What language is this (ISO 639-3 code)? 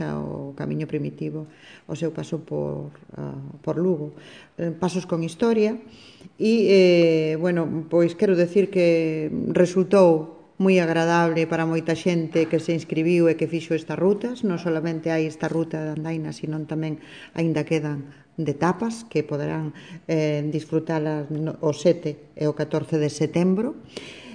glg